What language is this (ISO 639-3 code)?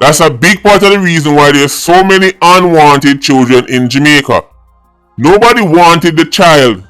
jam